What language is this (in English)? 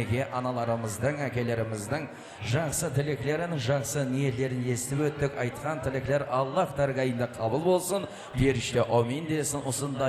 Kara-Kalpak